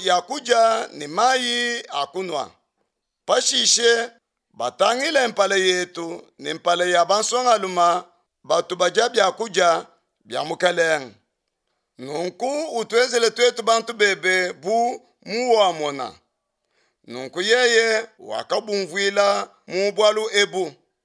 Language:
Luba-Lulua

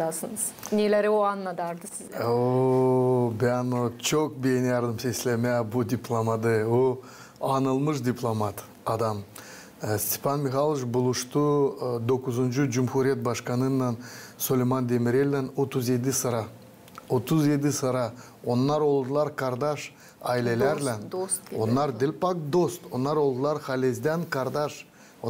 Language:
Gagauz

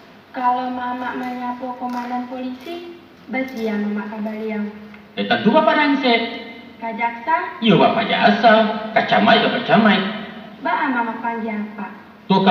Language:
Minangkabau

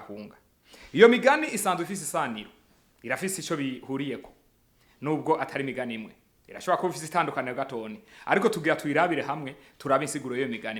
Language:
Rundi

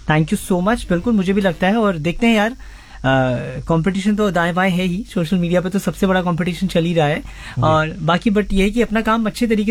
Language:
Hindi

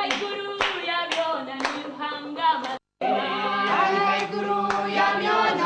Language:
Nyoro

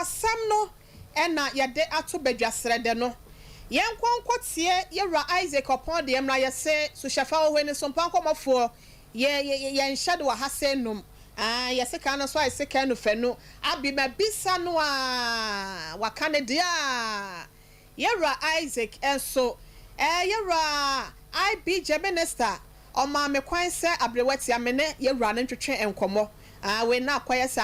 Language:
Akan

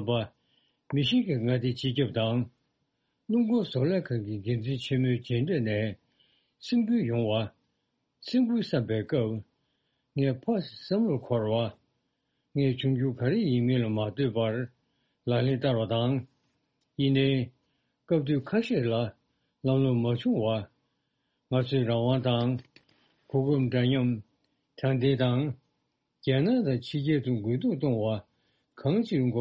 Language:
Tibetan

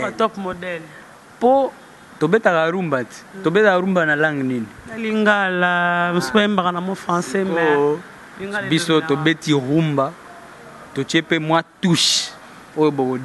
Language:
Lingala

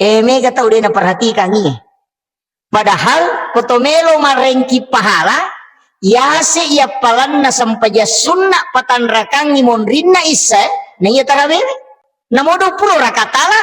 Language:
Buginese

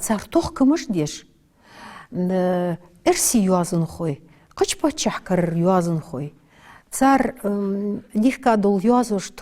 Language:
Ingush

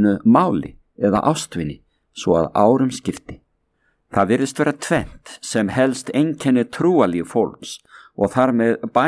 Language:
Icelandic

